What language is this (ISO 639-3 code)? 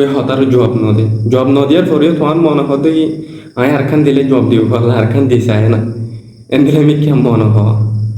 rhg